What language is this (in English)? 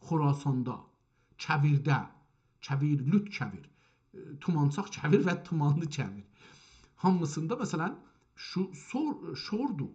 South Azerbaijani